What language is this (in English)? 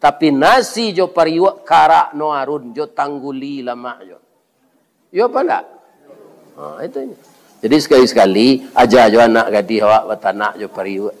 Minangkabau